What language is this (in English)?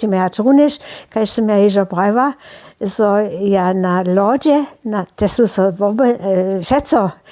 Upper Sorbian